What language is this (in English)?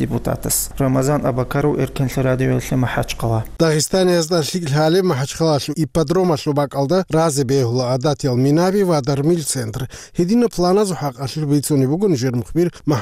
Avaric